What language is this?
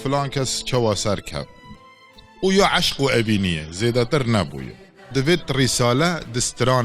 Kurdish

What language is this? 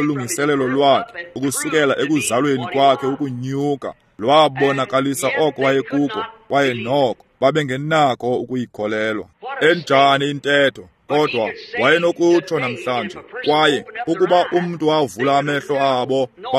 Xhosa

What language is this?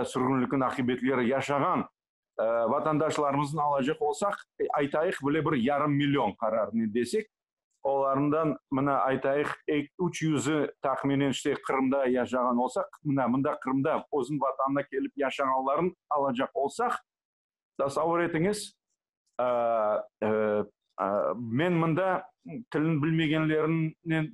Crimean Tatar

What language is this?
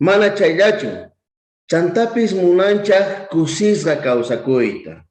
South Bolivian Quechua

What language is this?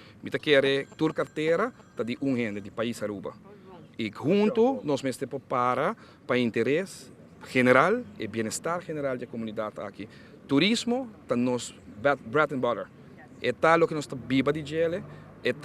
Papiamento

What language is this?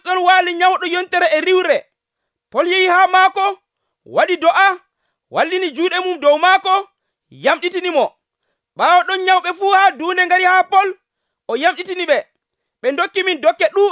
Nigerian Fulfulde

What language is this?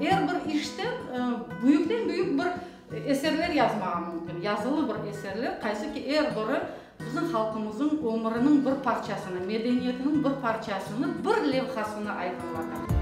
Crimean Tatar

